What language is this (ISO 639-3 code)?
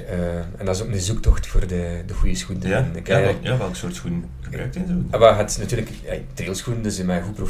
nld